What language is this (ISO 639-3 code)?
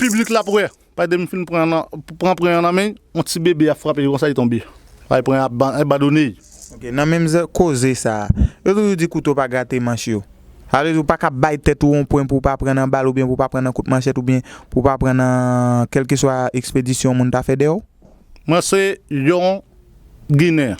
hat